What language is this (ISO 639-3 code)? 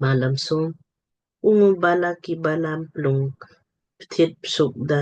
lmk